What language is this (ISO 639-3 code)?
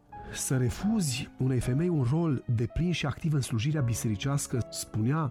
ron